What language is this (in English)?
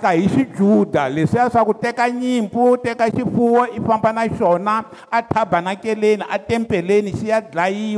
Tsonga